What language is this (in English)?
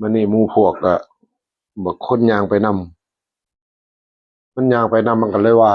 Northeastern Thai